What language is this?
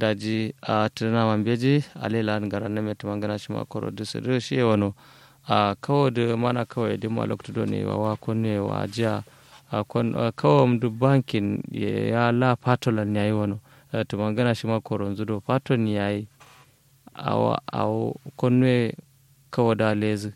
Kanuri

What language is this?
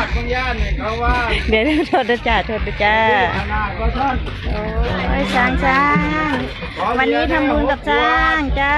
Lao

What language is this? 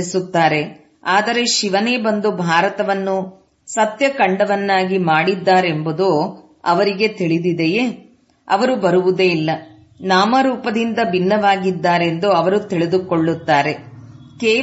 Kannada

